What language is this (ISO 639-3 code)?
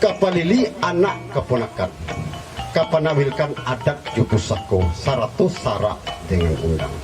min